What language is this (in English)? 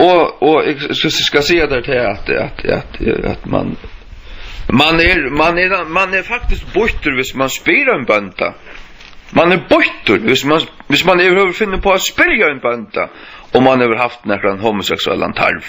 Faroese